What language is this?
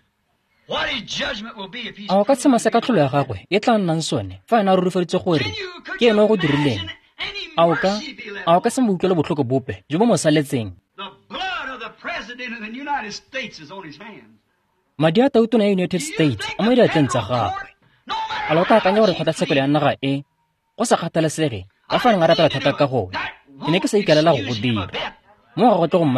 Tswana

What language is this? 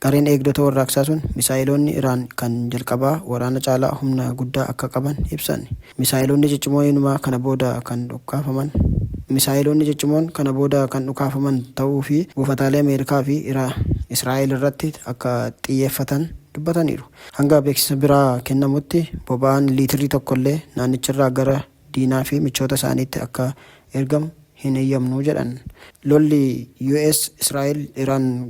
Oromo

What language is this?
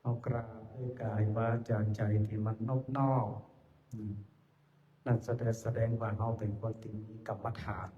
Pali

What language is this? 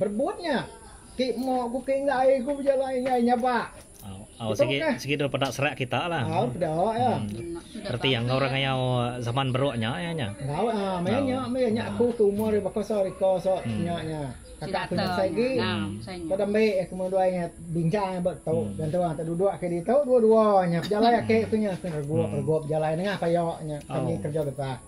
Iban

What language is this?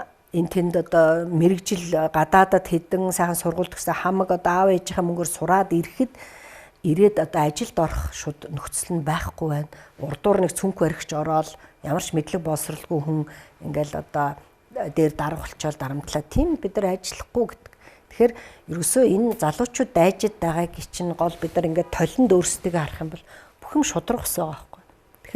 Mongolian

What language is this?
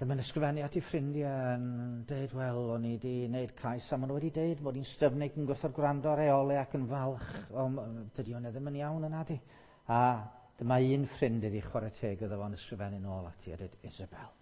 Welsh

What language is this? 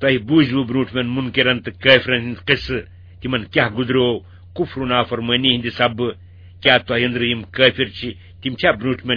Kashmiri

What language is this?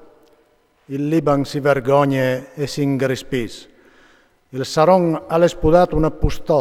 Friulian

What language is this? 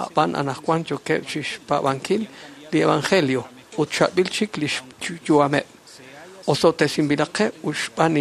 Kekchí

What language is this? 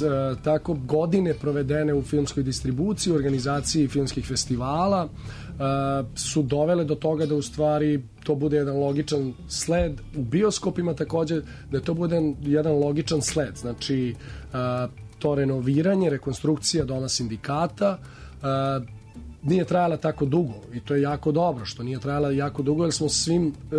Serbian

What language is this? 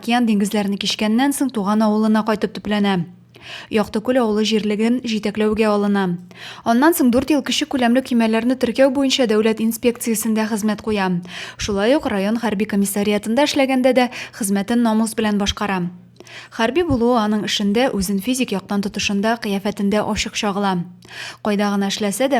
Tatar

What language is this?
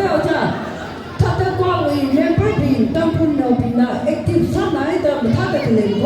Tangkhul Naga (India)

